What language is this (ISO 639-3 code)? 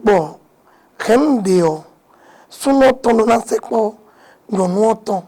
fon